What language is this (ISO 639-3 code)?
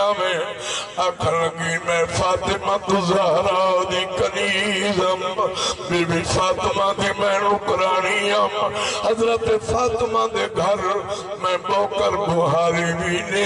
skr